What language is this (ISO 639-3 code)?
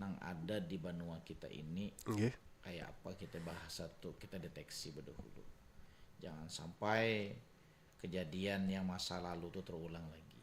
bjn